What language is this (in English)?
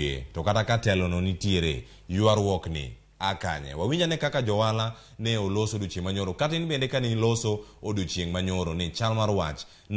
Luo (Kenya and Tanzania)